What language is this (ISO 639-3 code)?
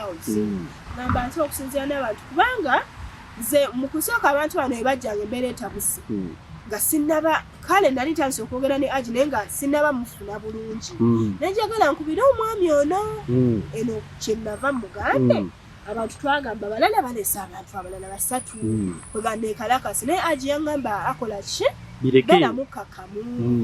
lug